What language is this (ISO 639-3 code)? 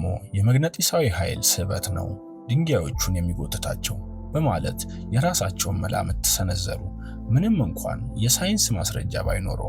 amh